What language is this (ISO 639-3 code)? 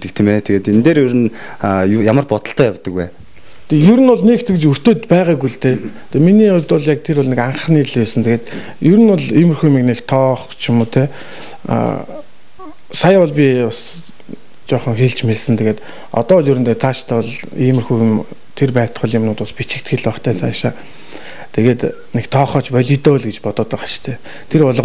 mon